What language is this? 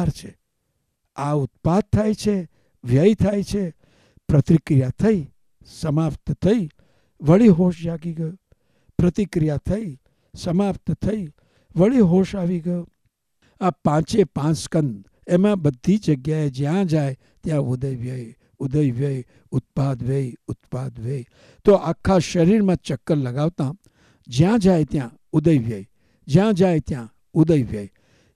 Gujarati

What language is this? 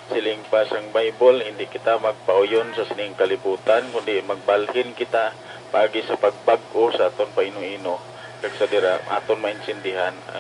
Hiligaynon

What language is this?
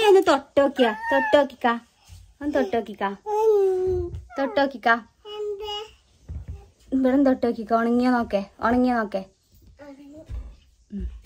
Malayalam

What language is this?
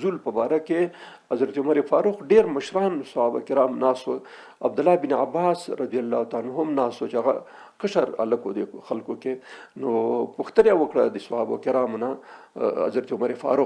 Pashto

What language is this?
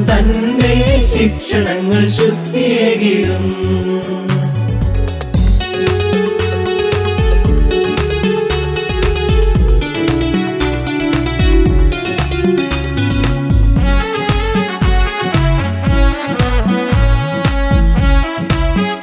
Malayalam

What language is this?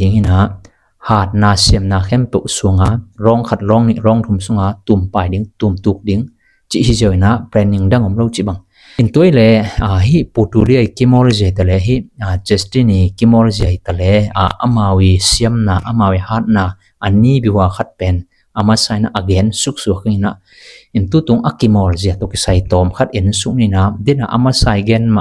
Tedim Chin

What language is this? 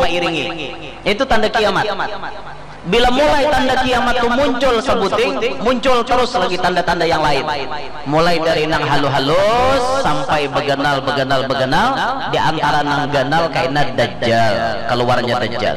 Banjar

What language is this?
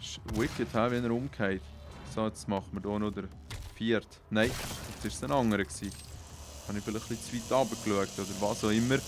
Swiss German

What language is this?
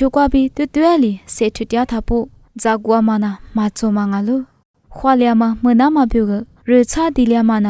Lisu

